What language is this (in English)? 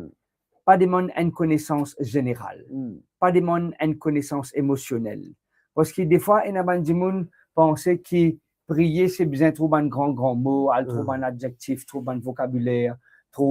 Morisyen